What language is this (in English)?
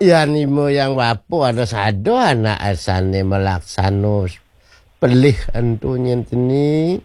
Balinese